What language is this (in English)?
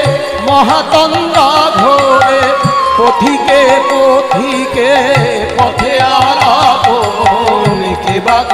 Bangla